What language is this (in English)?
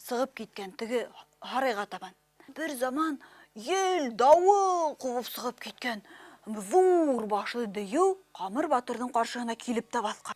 Bashkir